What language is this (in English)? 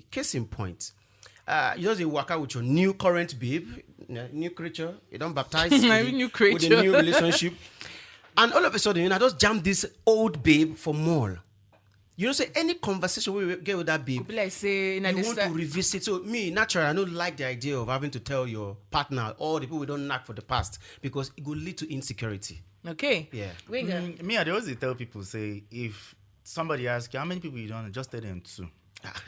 Nigerian Pidgin